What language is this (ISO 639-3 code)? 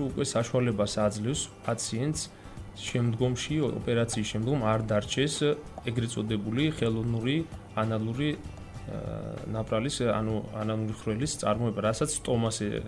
kat